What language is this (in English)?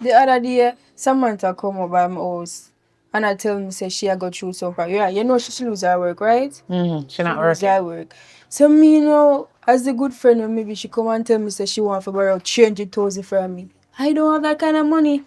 Jamaican Creole English